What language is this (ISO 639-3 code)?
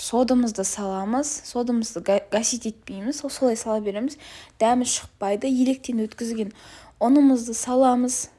kaz